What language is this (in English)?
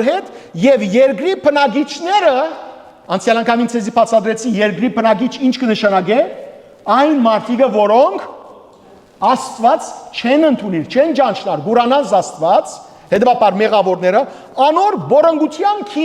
Western Armenian